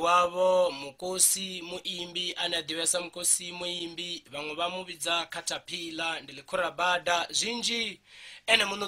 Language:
Venda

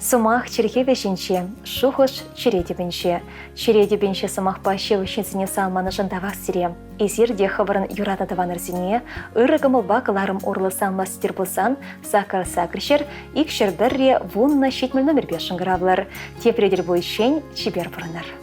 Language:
Chuvash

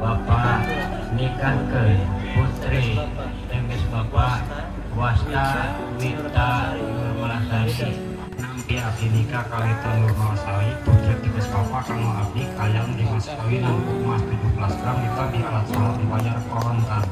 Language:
Sundanese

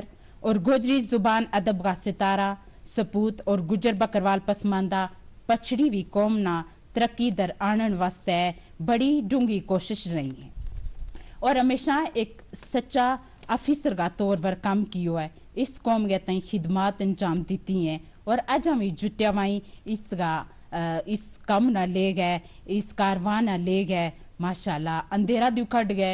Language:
Gujari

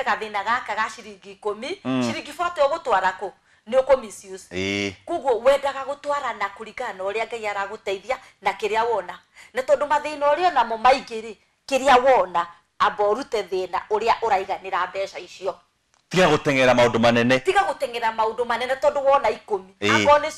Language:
Kikuyu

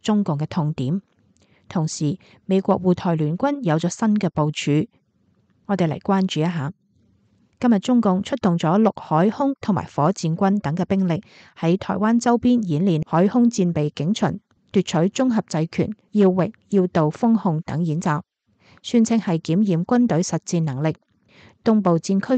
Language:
Cantonese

